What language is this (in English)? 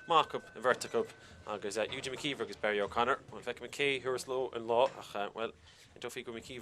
Irish